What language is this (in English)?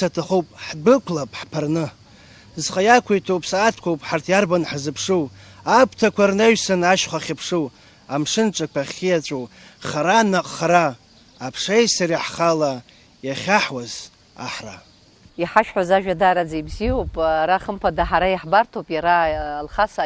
Abkhazian